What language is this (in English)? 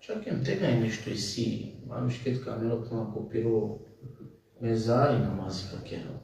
Balkan Romani